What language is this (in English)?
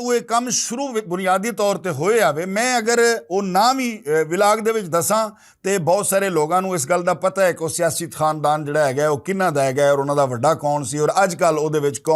Western Panjabi